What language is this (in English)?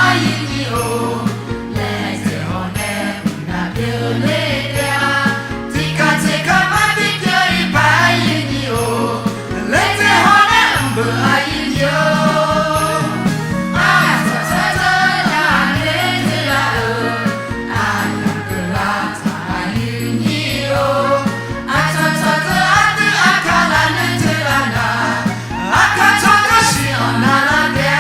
Akha